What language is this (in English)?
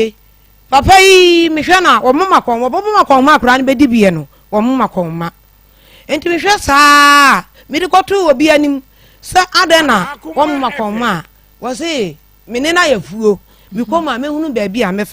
Akan